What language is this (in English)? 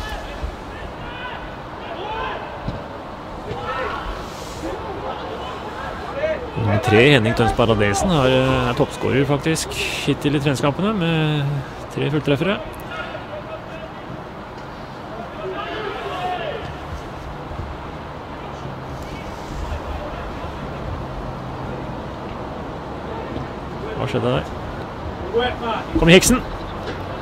Norwegian